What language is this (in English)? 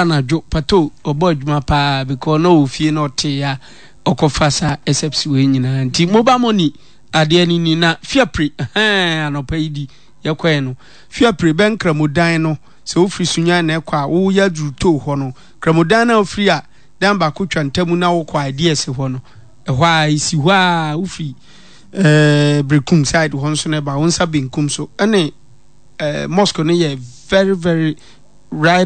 Akan